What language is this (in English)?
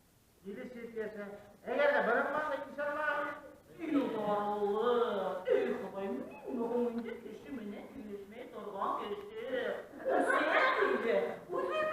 Bashkir